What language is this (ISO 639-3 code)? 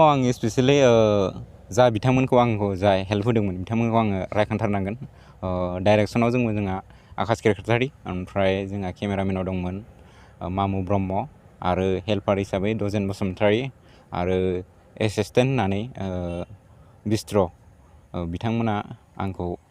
brx